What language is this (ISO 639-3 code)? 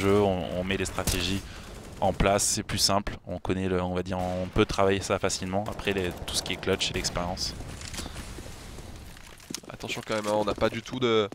fra